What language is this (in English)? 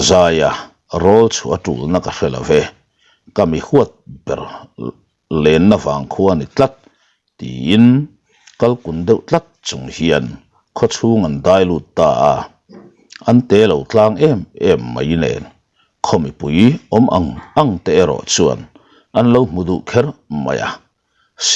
Mizo